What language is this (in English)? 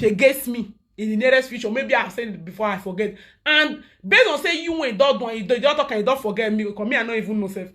Nigerian Pidgin